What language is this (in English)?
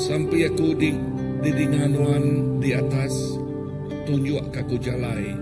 Iban